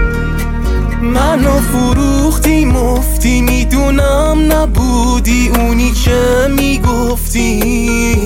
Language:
Persian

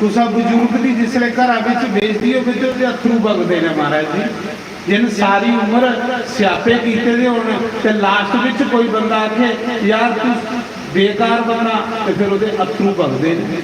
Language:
Dogri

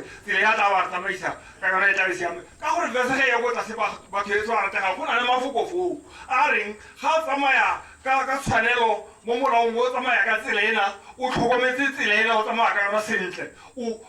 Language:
Tswana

